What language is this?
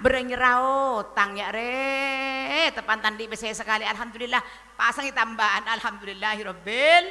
Madurese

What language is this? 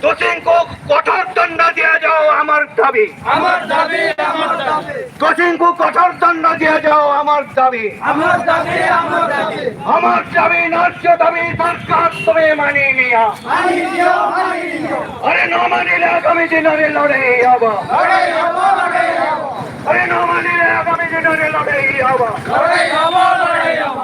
Santali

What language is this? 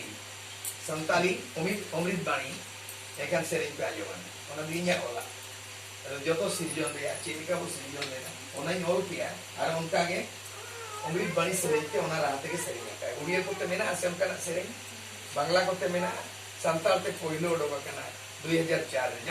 Santali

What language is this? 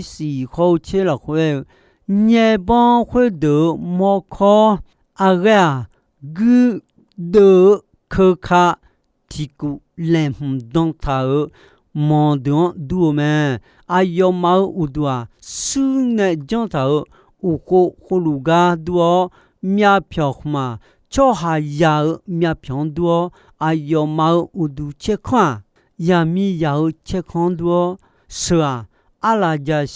Akha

